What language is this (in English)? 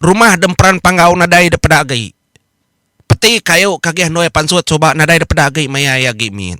Iban